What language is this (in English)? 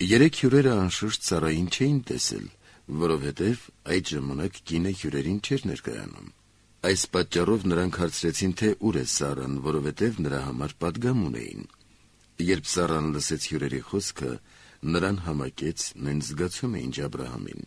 Armenian